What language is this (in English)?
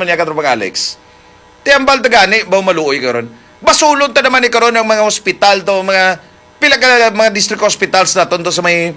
Hiligaynon